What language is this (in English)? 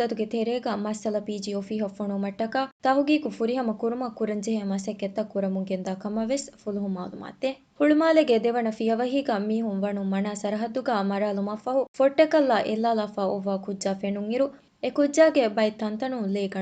Divehi